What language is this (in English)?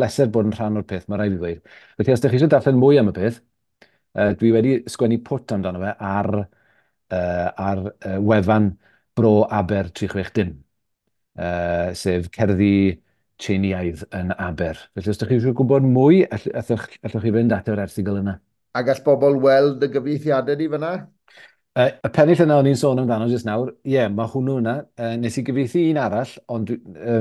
Welsh